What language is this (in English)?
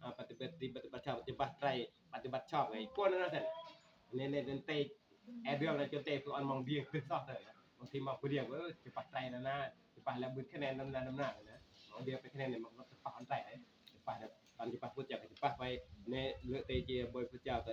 Northeastern Thai